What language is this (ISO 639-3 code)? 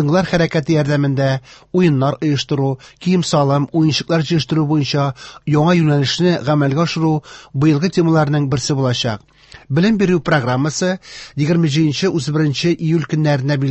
tat